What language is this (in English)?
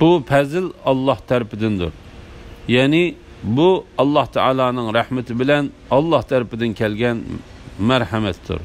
Uyghur